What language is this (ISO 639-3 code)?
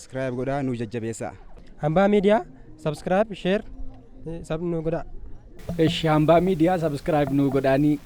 orm